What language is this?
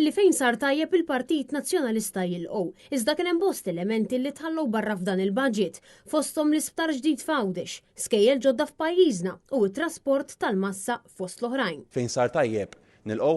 Maltese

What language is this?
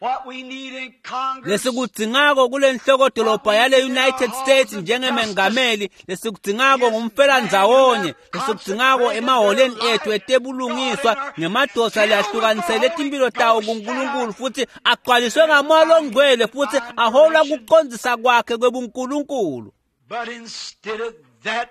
Swati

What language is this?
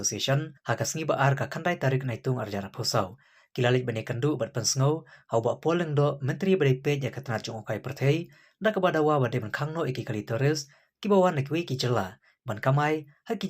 Khasi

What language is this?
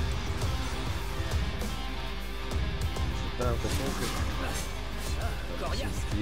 French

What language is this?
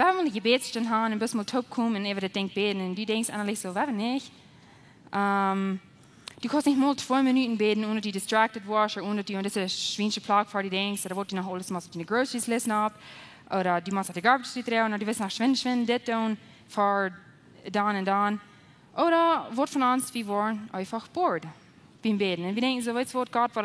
Plautdietsch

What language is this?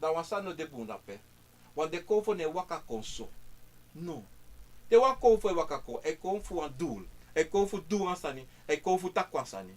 Sranan Tongo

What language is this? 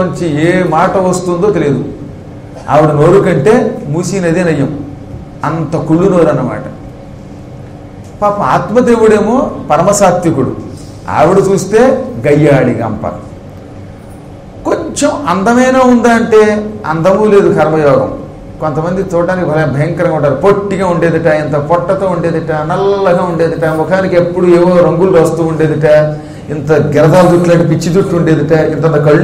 Telugu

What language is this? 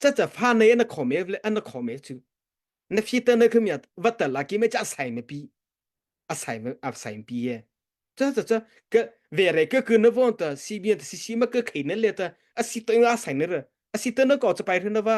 Mara Chin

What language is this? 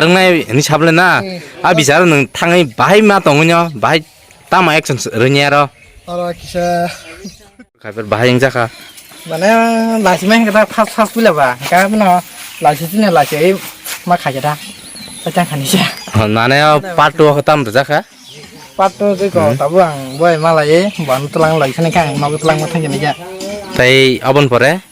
Kok Borok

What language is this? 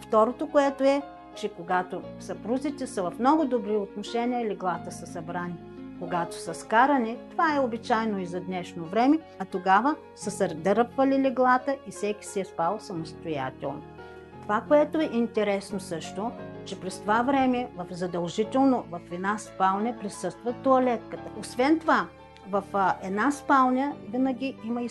Bulgarian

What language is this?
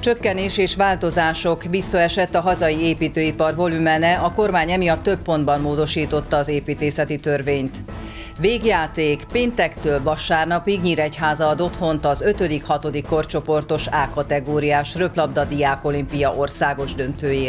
Hungarian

